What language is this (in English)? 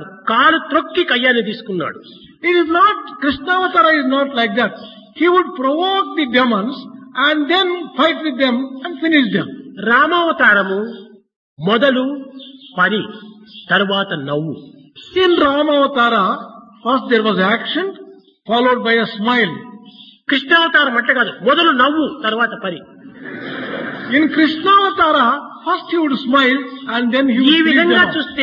Telugu